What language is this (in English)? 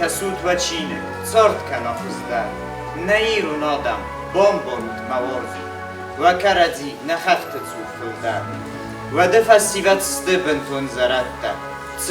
Ossetic